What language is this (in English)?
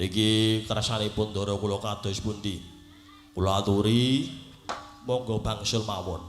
Javanese